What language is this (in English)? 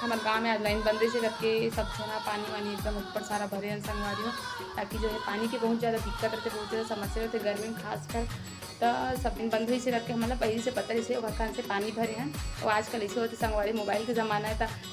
Chhattisgarhi